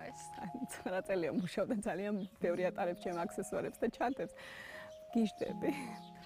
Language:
Georgian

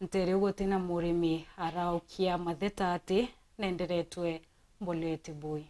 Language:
Meru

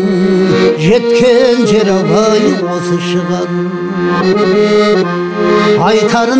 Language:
Kazakh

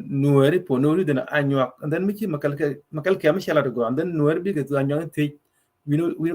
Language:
Nuer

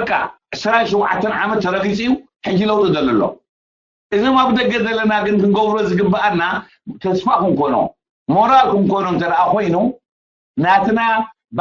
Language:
Tigrinya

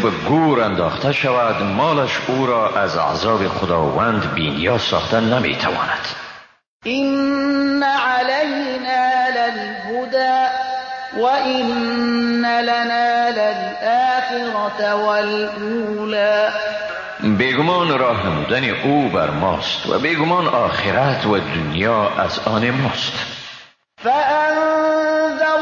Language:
Persian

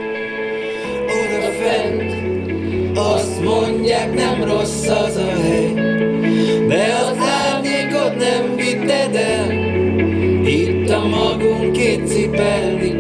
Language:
Hungarian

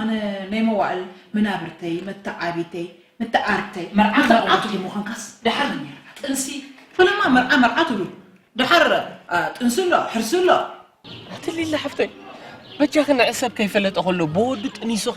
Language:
Tigrinya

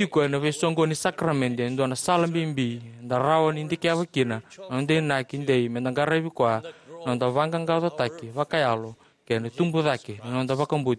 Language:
Fijian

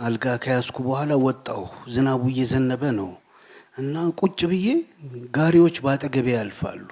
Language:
Amharic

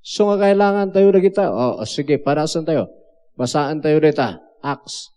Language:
Iloko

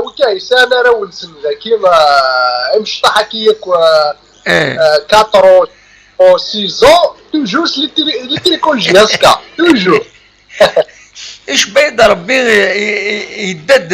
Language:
Kabyle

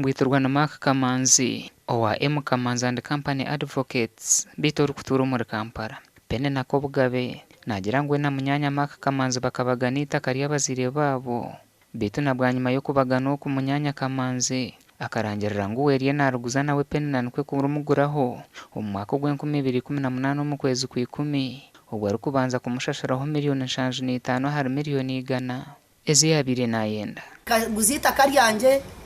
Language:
Nyankole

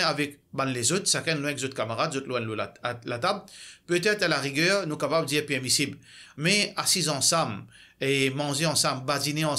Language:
Morisyen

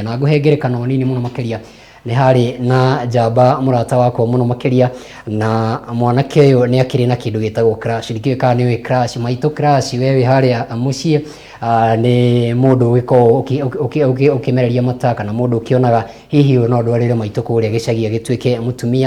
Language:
Kikuyu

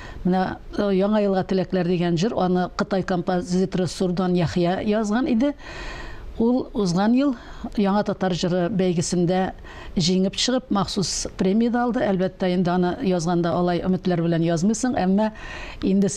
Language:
Tatar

